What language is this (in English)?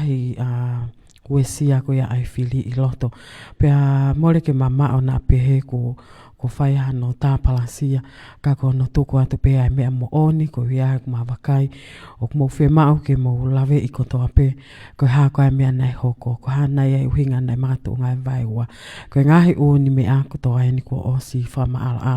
Tongan